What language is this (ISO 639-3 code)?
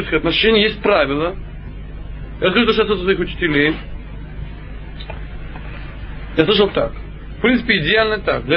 rus